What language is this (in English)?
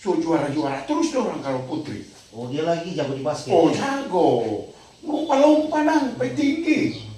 Manado Malay